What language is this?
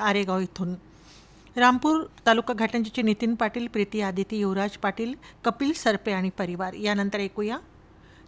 Marathi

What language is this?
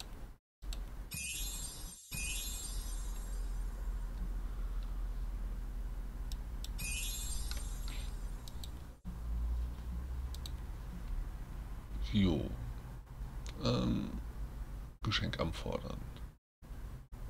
German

